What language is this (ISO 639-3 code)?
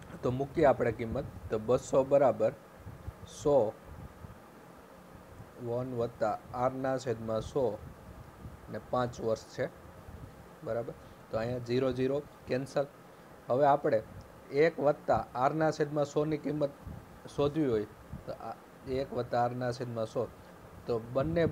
guj